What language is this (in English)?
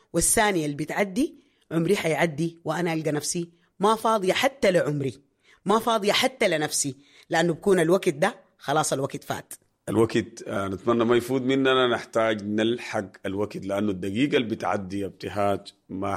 Sudanese Arabic